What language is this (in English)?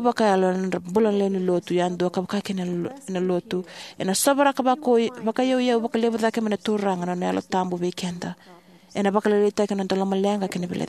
Fijian